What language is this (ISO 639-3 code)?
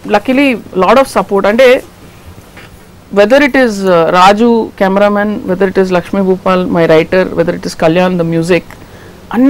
tel